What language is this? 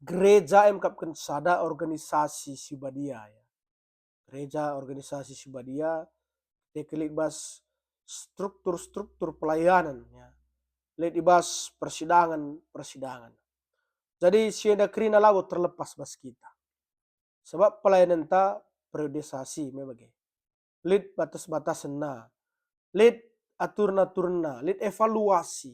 Batak Karo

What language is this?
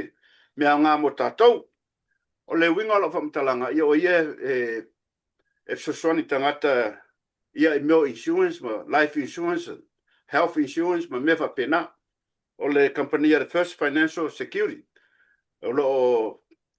Samoan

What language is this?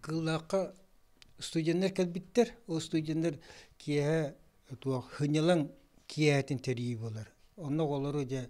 Yakut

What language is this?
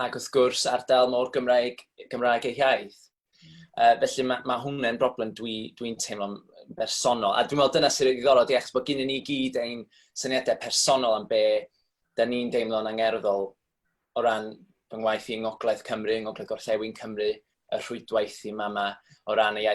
Welsh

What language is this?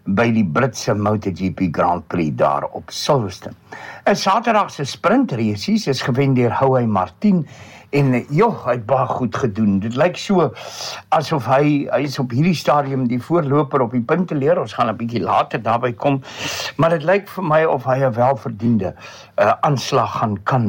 Afrikaans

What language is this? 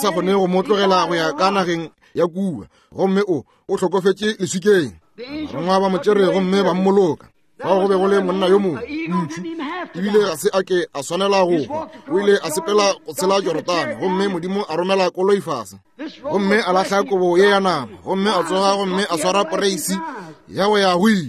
Northern Sotho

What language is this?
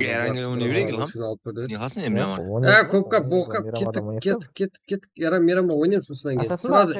Kara-Kalpak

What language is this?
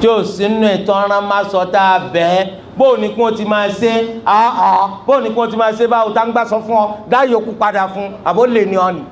Yoruba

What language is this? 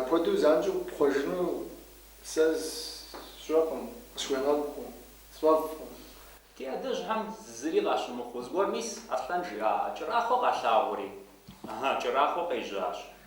Kabardian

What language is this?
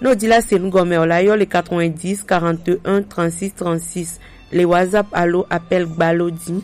Gen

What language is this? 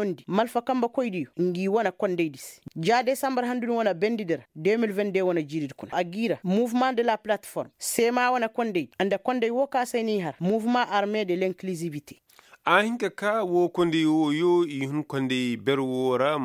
Koyraboro Senni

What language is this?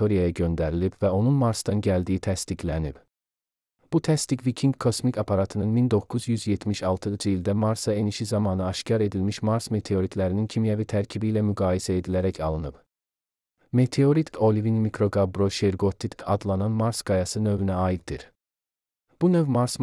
Azerbaijani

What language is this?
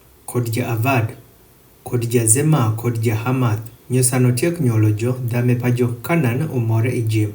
Adhola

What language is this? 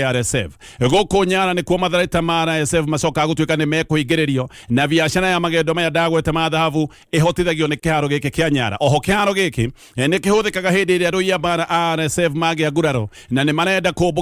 Kikuyu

